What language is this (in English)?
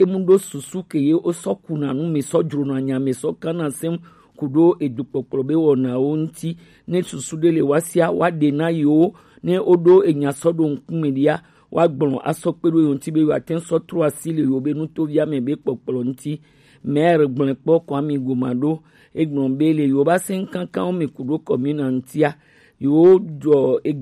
Gen